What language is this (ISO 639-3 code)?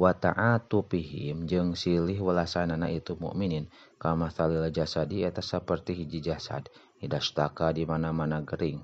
sun